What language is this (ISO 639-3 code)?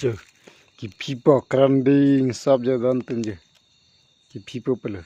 mjw